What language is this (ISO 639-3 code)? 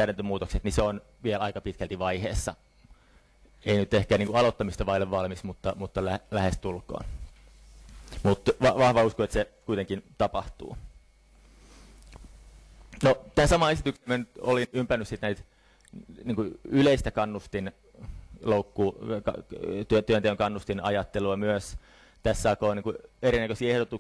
fin